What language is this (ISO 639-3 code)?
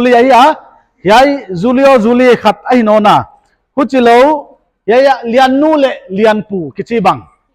pck